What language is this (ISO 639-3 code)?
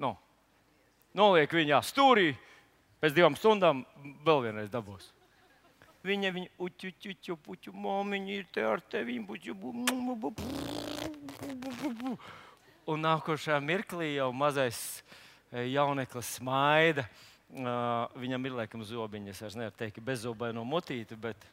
lav